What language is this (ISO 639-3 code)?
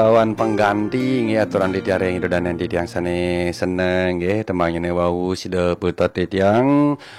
ban